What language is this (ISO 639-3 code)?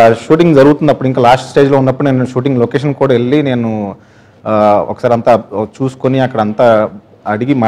tel